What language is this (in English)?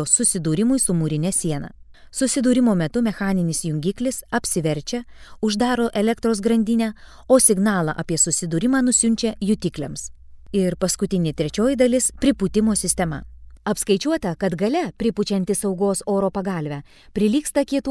Lithuanian